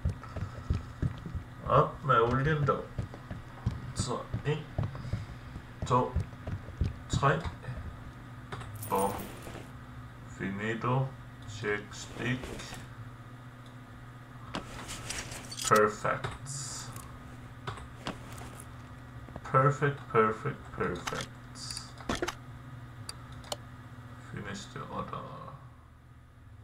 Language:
Danish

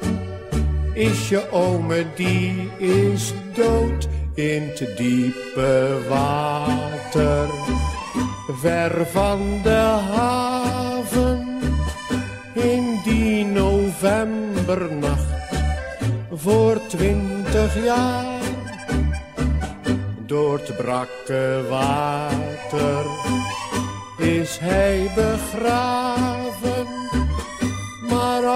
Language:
Dutch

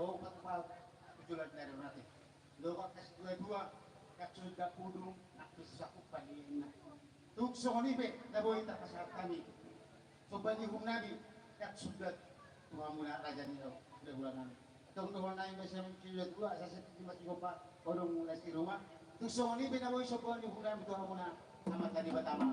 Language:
Batak Toba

